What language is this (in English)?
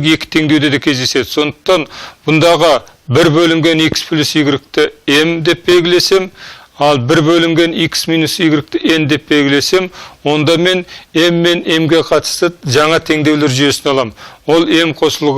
Kazakh